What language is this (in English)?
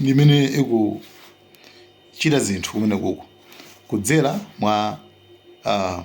Nyanja